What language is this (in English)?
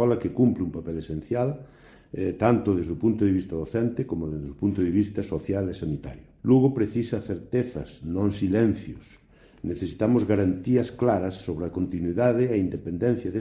Galician